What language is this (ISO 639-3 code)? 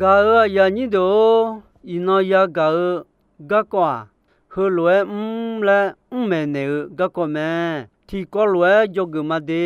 ahk